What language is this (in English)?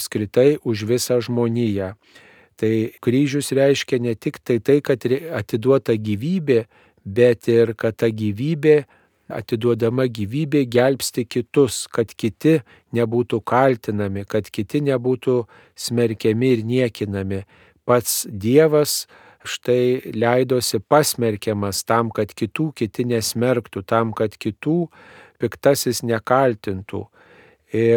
Lithuanian